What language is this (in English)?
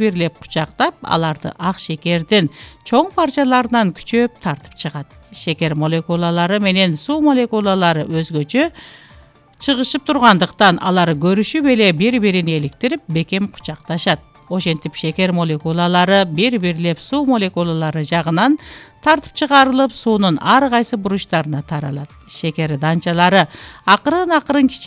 Kyrgyz